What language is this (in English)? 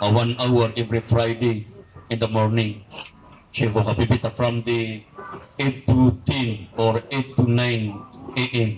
Maranao